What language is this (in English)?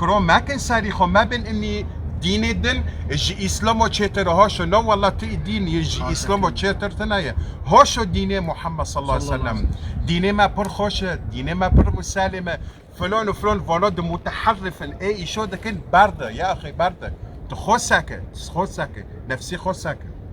Kurdish